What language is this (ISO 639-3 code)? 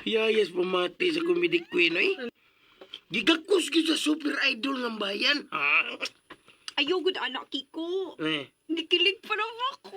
ceb